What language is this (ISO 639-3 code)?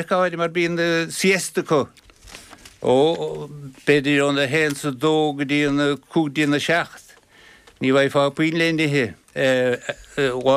gle